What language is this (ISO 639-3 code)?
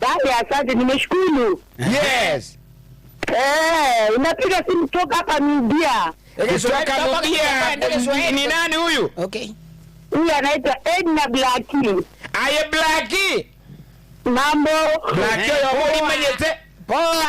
guz